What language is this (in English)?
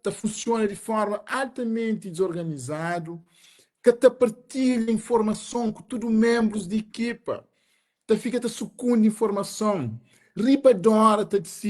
Kabuverdianu